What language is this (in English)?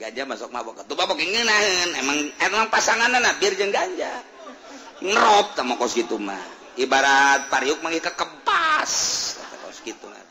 Sundanese